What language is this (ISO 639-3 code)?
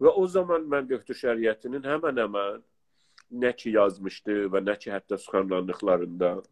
azb